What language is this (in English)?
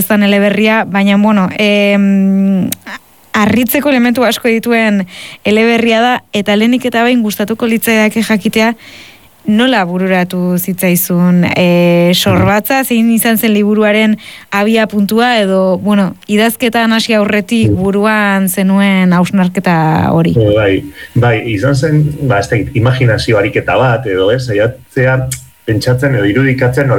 Basque